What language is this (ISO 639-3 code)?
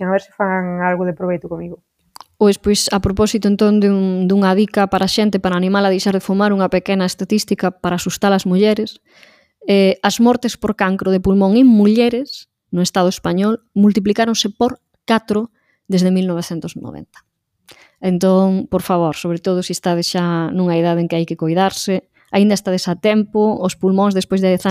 glg